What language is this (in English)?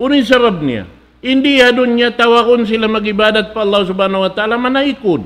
Tausug